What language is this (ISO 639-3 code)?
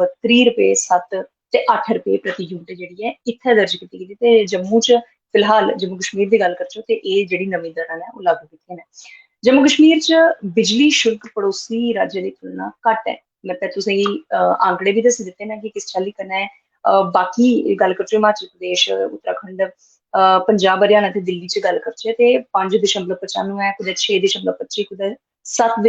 doi